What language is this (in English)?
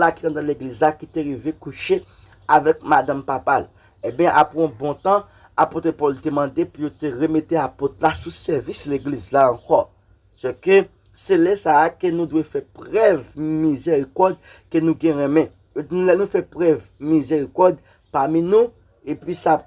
Haitian Creole